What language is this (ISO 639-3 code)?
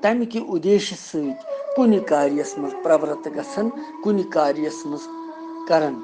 kas